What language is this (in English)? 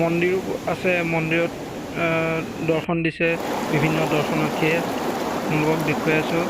Assamese